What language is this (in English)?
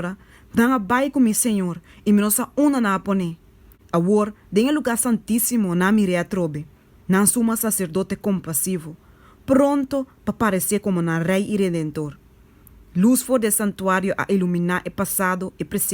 Papiamento